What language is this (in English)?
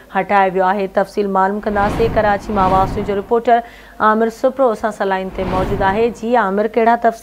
Sindhi